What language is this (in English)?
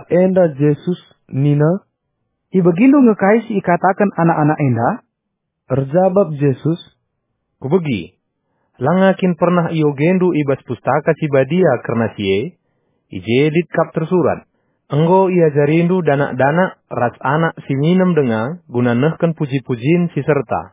Batak Karo